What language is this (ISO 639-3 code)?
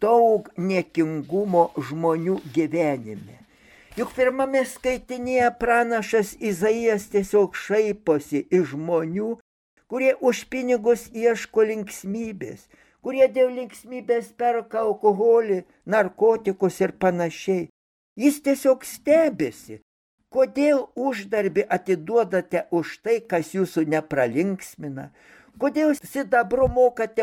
lit